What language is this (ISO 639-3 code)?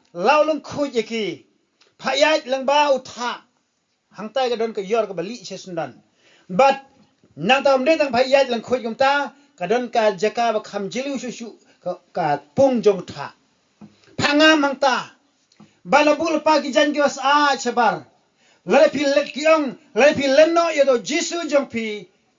kha